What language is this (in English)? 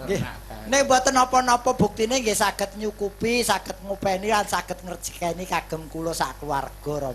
Javanese